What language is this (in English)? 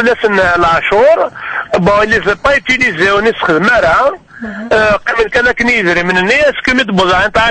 Kabyle